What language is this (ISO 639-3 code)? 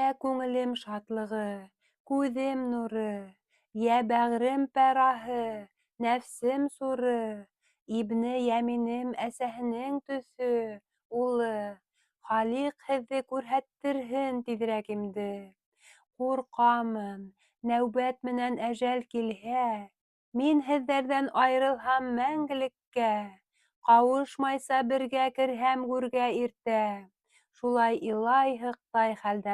bak